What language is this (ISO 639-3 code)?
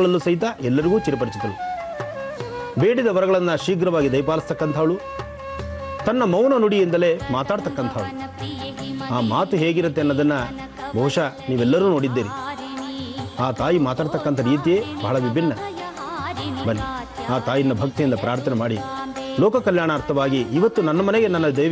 kan